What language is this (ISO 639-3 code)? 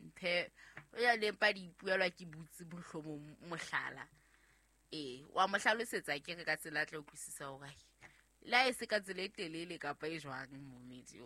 sot